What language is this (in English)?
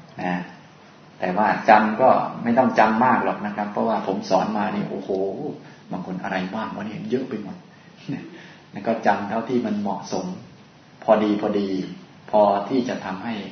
Thai